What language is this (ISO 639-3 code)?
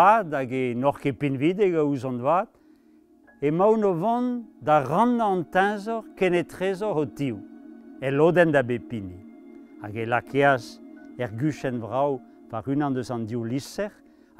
bre